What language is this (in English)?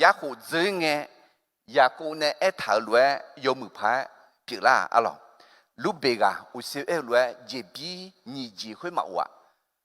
Akha